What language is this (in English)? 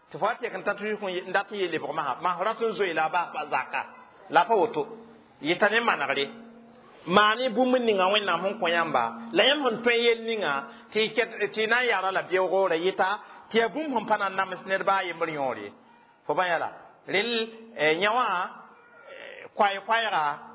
Mossi